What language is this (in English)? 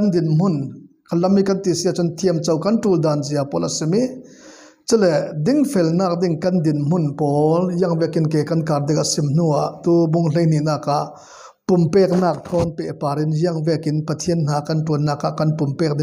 Falam Chin